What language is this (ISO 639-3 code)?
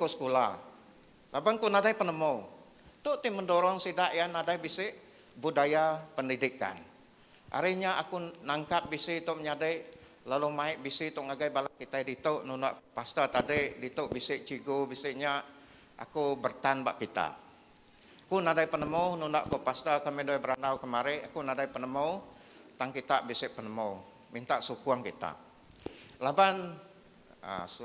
iba